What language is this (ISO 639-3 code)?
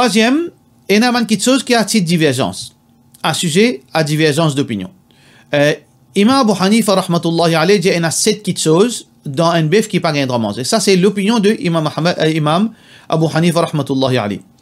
mfe